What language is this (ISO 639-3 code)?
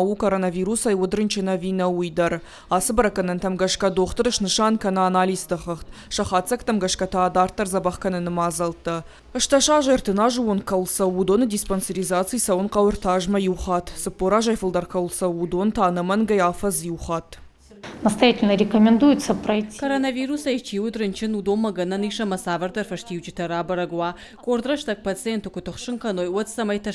oss